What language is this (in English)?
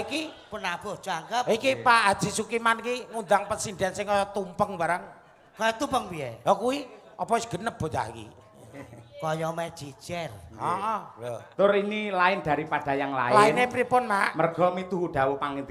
Javanese